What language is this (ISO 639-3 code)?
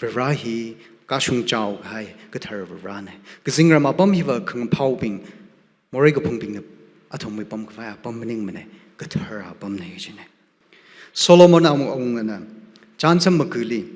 nmf